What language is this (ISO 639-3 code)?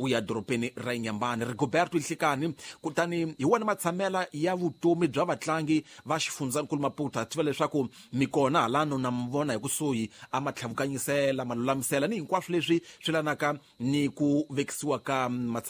tso